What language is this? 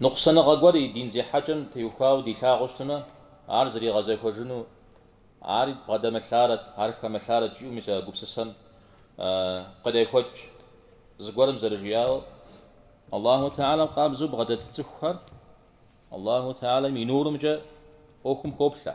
Kabardian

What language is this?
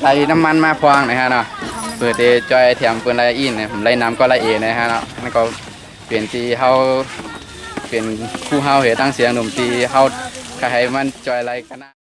Shan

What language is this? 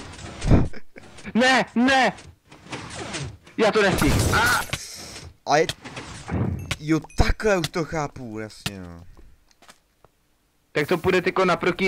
Czech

